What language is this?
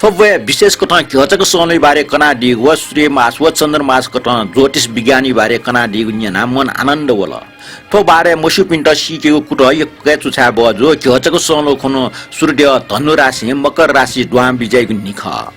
Newari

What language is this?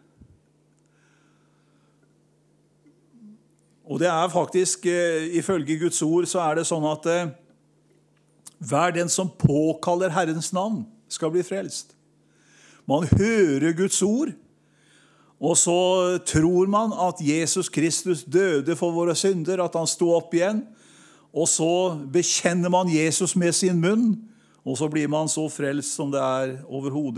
Norwegian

